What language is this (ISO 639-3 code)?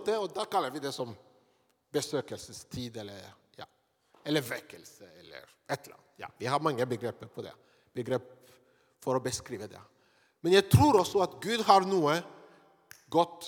nor